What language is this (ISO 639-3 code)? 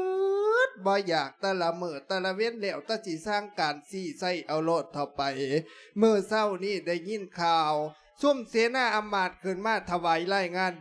lao